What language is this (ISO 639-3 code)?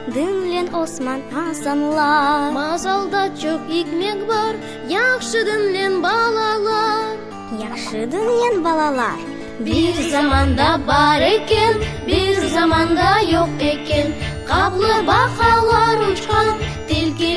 crh